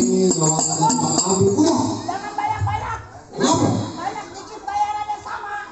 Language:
Betawi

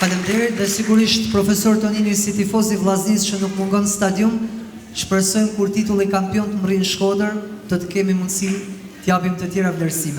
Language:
Albanian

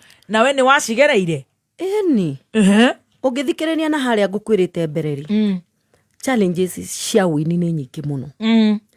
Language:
Kikuyu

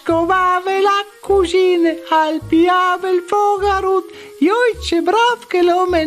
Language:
Friulian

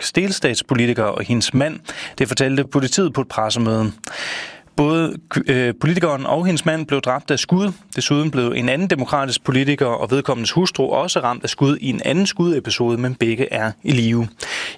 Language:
Danish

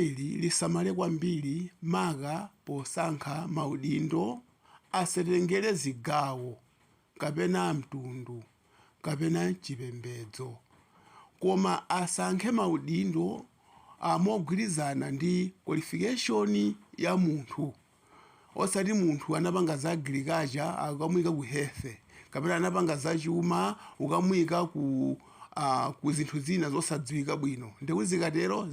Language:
Nyanja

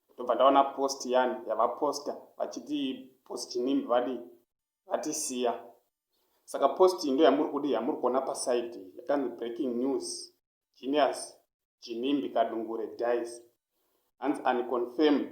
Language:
Shona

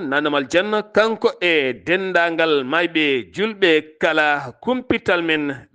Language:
Fula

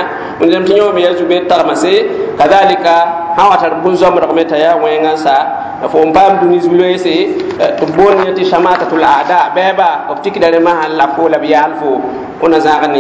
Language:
Mossi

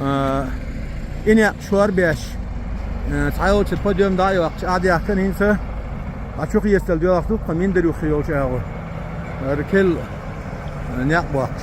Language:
Chechen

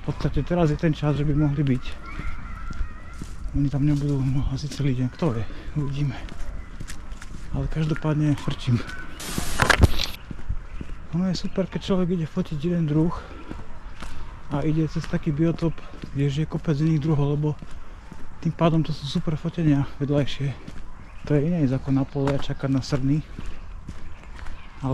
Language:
Slovak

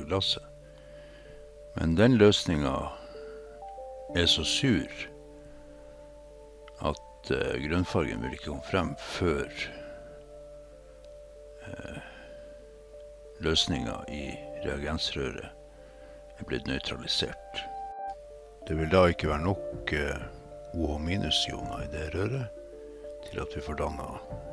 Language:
Norwegian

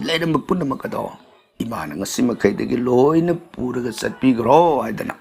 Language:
Manipuri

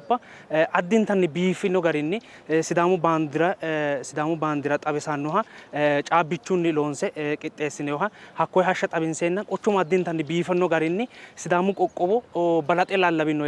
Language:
Sidamo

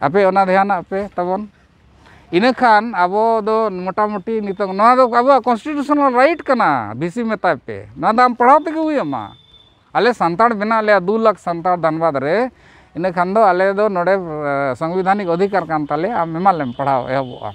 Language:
Santali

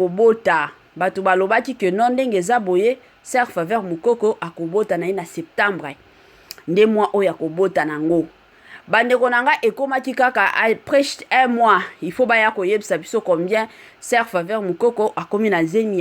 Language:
Lingala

